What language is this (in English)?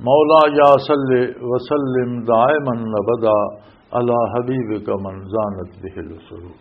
Western Panjabi